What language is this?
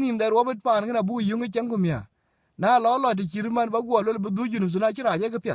Dinka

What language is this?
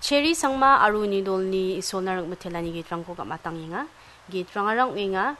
Garo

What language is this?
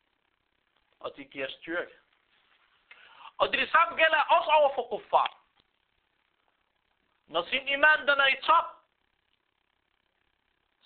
Danish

